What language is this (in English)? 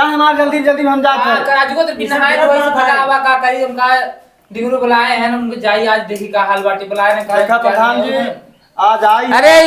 Awadhi